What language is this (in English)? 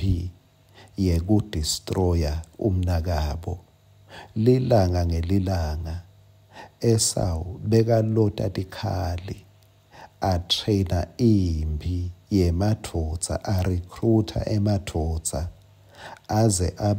Swati